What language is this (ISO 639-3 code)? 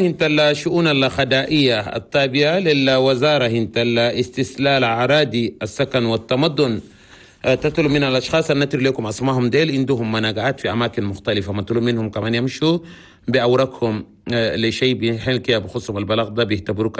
shu